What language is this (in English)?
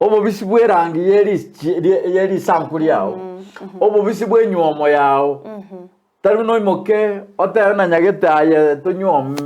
Gusii